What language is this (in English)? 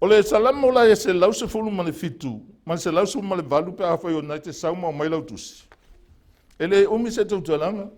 Samoan